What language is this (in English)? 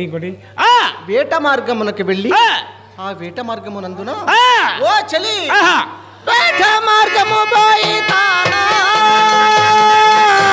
Telugu